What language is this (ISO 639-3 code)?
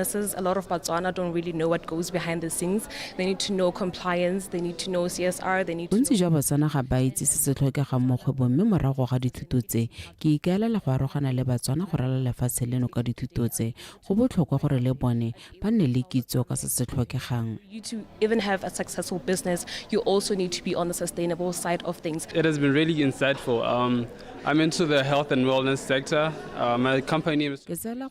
tsn